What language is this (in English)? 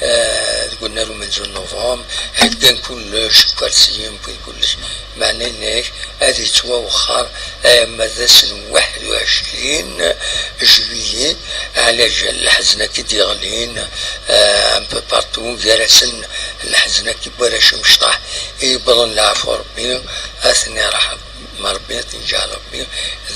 Kabyle